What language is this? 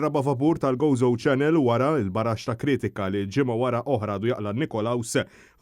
Maltese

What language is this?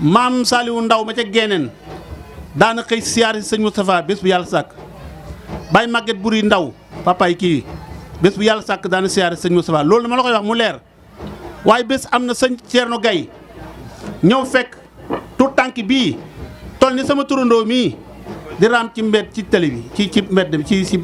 Wolof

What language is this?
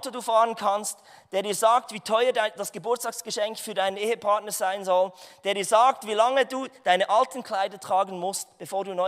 Swiss German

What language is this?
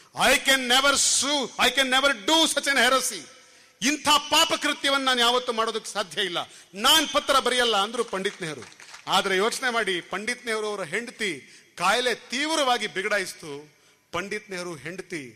Kannada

